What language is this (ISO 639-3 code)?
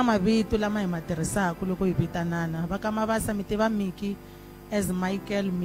tso